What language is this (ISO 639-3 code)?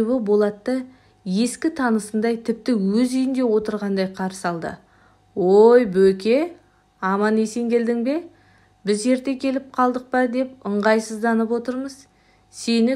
kaz